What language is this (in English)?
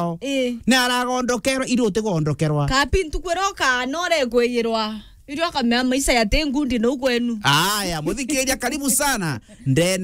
Meru